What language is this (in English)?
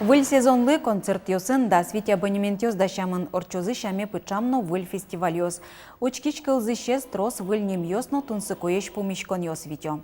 Udmurt